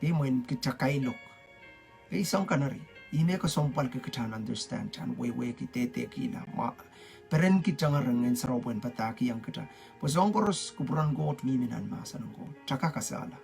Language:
Pohnpeian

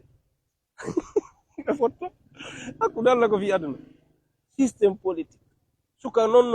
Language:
Fula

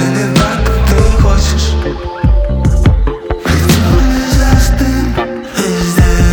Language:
Russian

